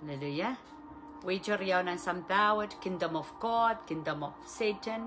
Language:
Pohnpeian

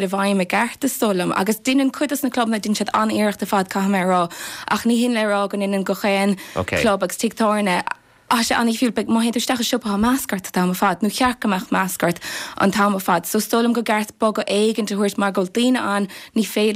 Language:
Irish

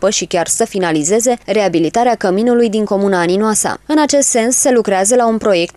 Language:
Romanian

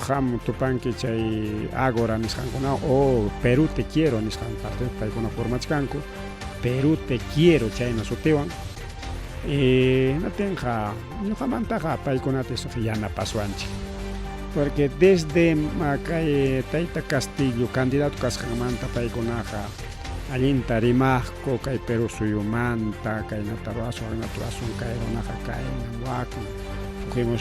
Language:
Ayacucho Quechua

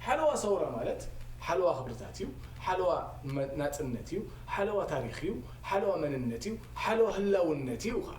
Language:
Tigrinya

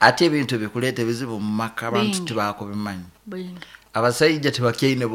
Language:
Nyankole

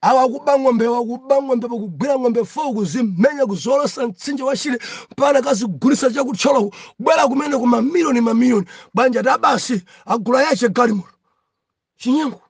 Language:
Nyanja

